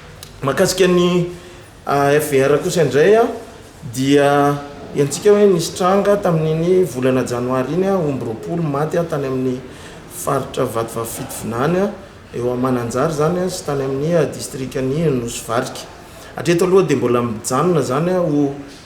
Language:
Malagasy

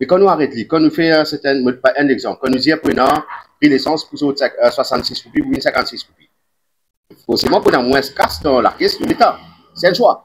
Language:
Morisyen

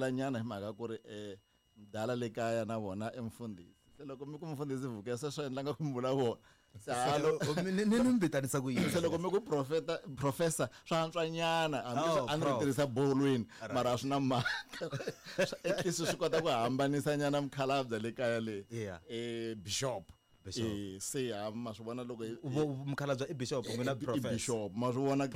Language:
Tsonga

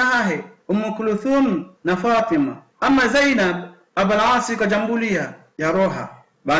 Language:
Ngazidja Comorian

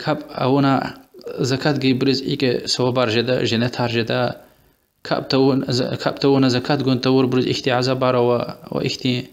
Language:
Lezghian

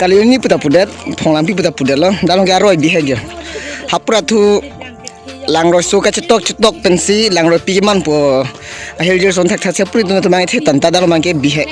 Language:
Karbi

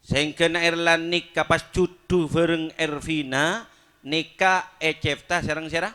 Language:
Madurese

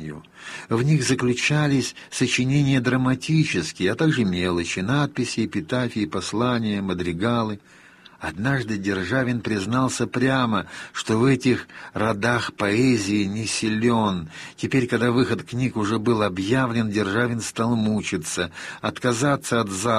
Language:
Russian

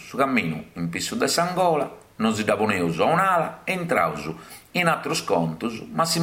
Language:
Sardinian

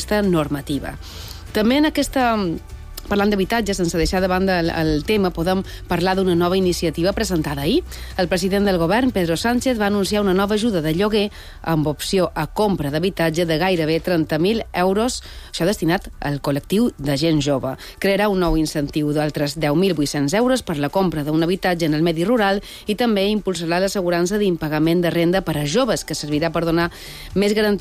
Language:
Catalan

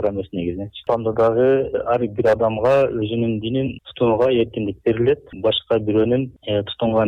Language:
Kyrgyz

